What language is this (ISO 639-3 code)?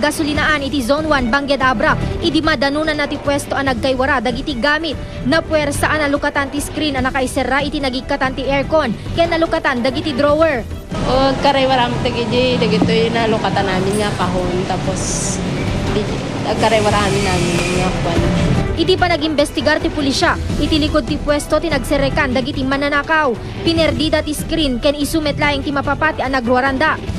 ilo